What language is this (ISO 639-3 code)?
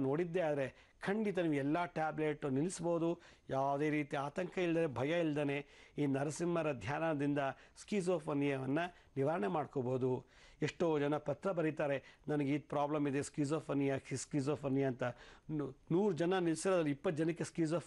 kan